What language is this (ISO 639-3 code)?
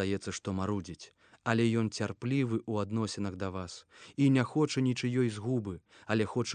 bel